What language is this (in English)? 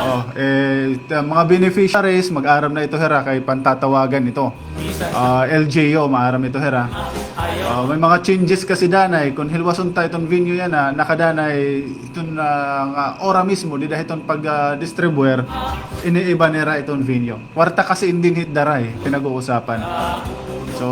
Waray